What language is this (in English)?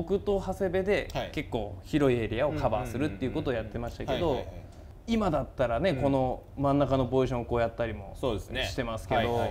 Japanese